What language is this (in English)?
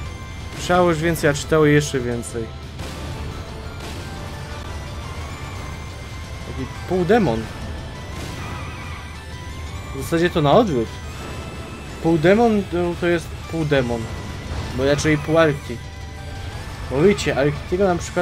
Polish